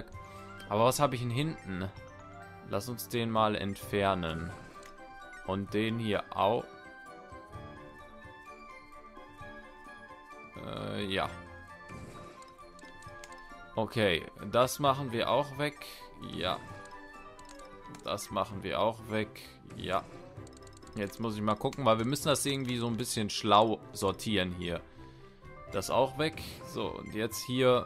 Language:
German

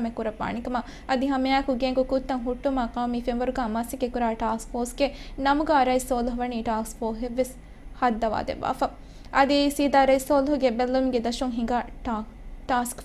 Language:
Divehi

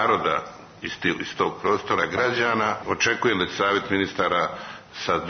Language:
Serbian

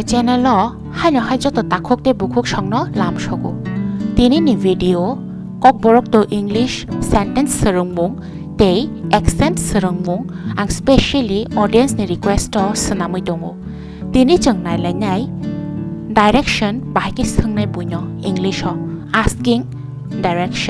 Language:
Kok Borok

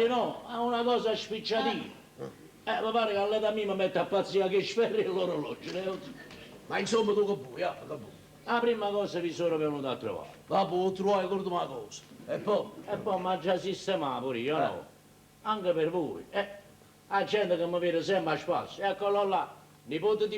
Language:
Neapolitan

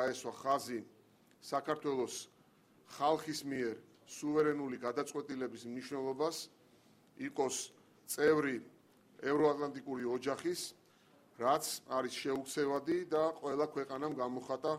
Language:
Georgian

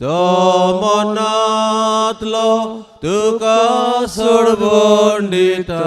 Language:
Konkani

